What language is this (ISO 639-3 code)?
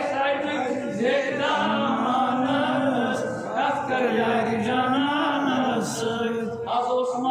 kas